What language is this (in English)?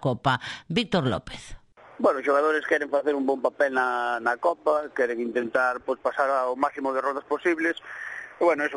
Galician